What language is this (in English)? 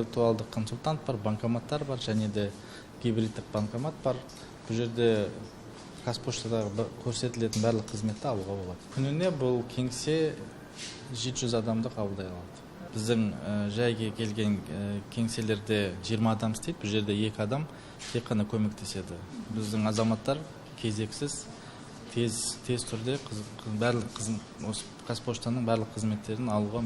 Kazakh